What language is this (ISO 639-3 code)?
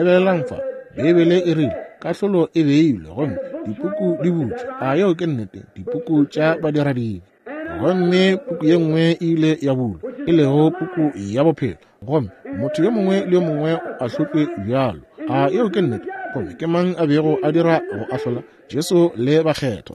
nso